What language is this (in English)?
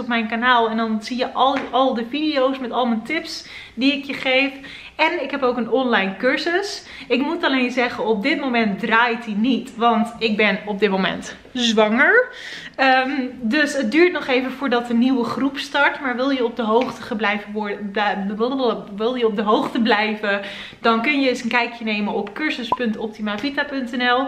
Dutch